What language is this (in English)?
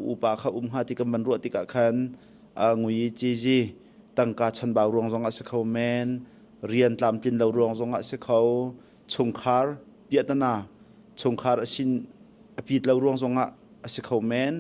Hakha Chin